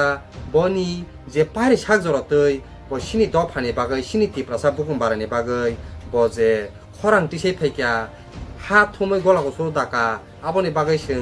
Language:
Kok Borok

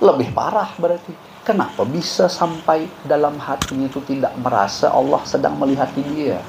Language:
Banjar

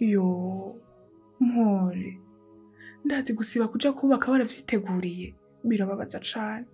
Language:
Rundi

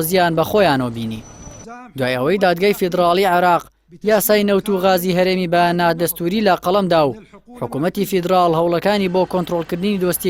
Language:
Central Kurdish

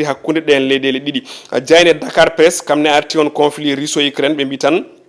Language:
Fula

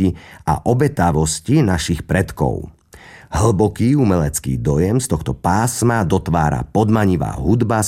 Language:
Slovak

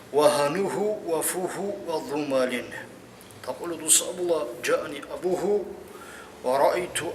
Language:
Avaric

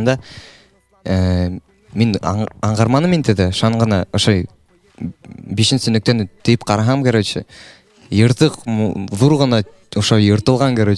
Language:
Bashkir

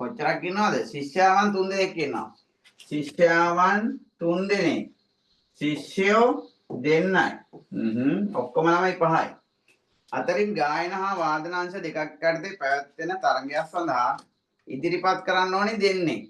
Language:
Sinhala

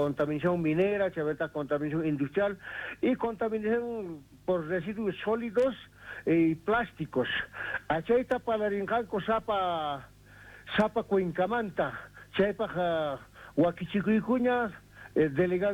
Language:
Quechua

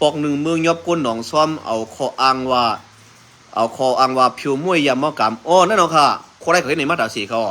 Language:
Shan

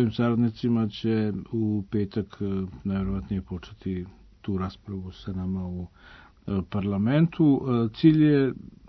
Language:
Serbian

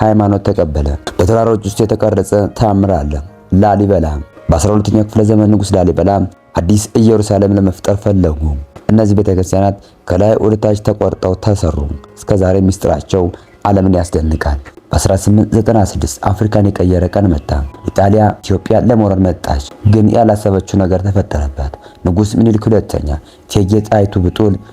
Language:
Amharic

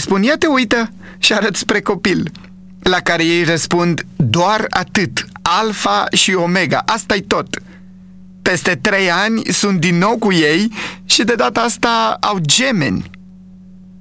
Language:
Romanian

